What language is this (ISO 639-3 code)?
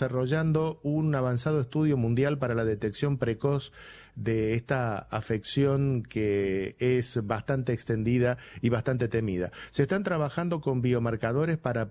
spa